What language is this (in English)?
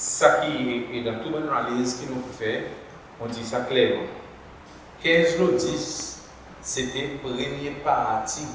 Seselwa Creole French